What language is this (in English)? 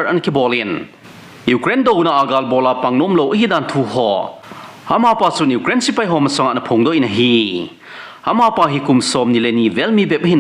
Thado Chin